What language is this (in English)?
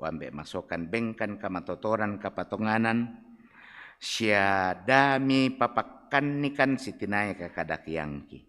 Toraja-Sa'dan